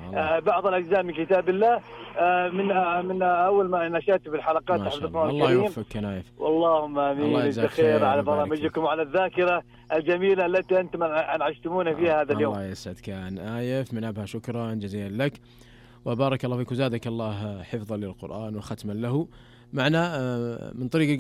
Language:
Najdi Arabic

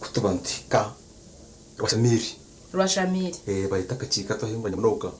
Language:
Nyankole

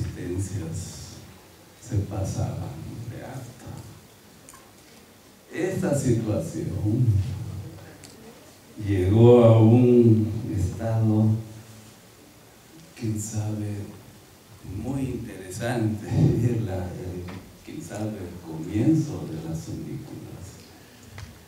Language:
Spanish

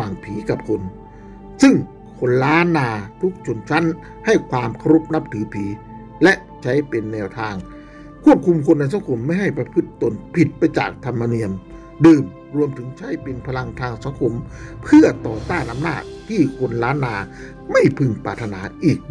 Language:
Thai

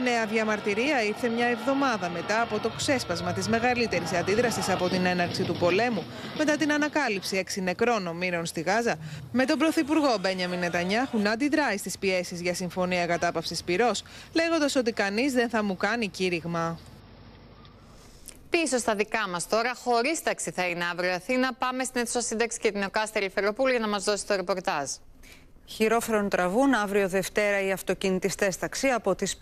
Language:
Greek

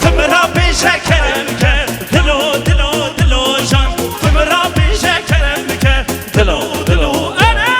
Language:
Kurdish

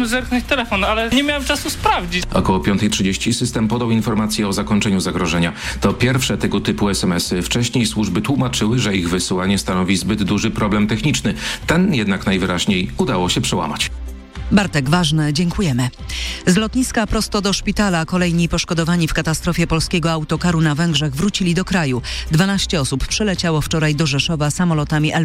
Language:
Polish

